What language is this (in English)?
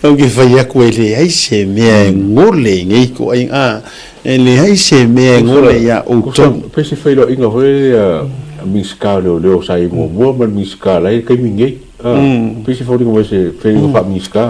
Samoan